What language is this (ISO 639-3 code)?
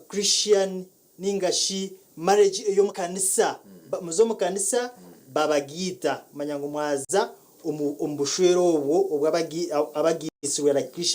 nyn